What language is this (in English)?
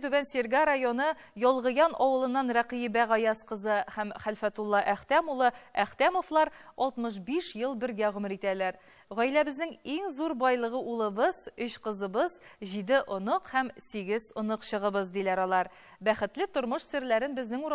Tatar